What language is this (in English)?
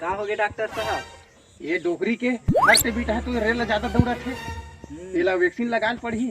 Chhattisgarhi